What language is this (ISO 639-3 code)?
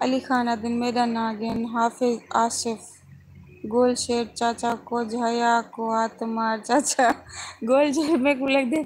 skr